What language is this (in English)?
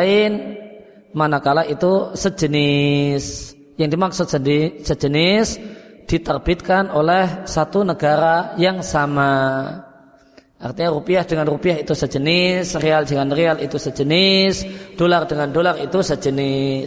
Indonesian